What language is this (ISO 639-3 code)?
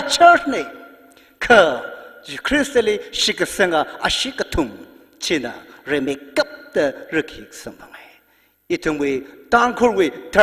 nmf